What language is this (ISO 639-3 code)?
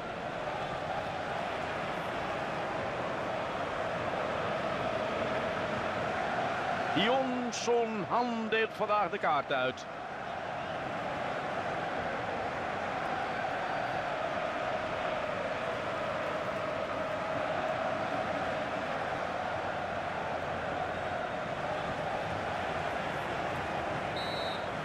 nld